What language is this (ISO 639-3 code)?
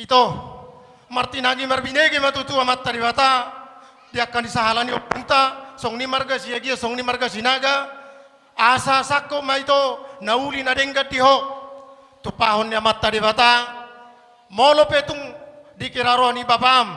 bbc